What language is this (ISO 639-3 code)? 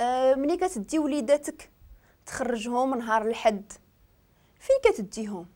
ary